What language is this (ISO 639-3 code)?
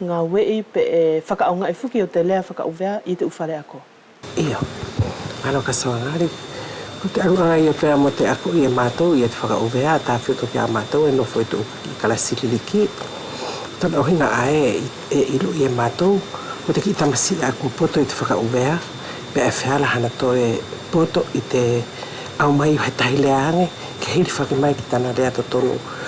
wls